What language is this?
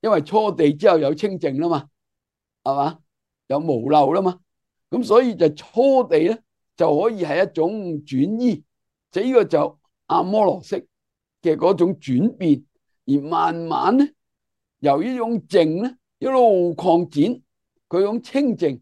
Cantonese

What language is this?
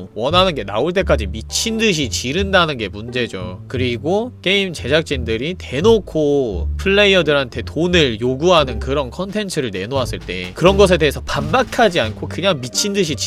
Korean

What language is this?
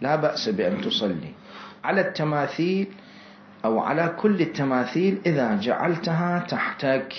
Mesopotamian Arabic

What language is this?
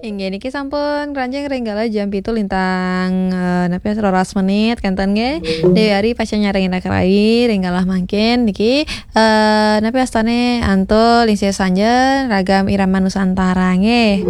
Balinese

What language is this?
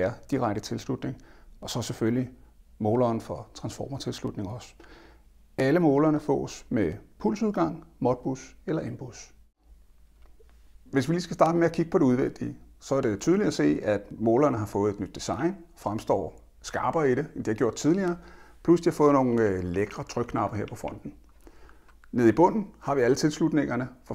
Danish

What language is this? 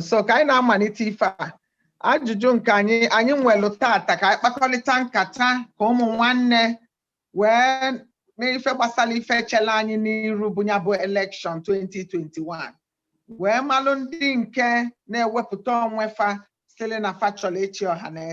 Igbo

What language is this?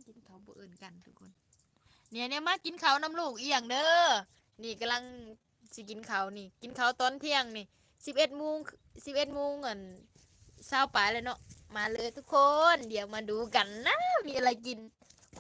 Lao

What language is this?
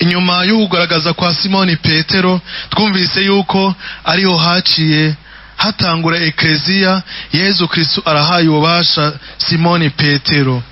Rundi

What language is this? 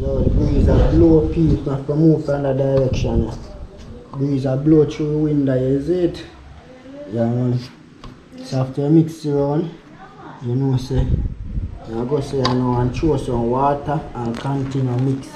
Jamaican Creole English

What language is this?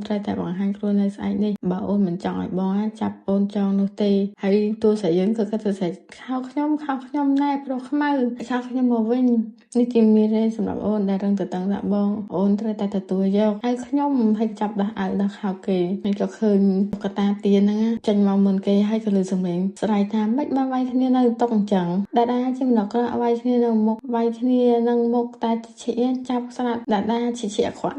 Khmer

